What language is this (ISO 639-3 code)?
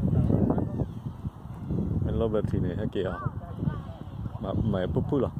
ksw